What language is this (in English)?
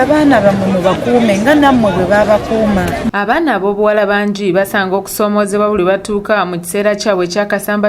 Ganda